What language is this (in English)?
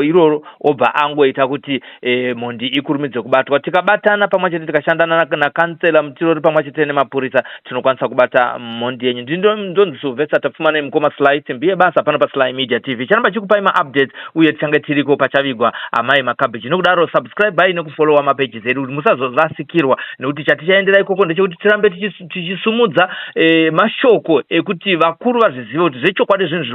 Shona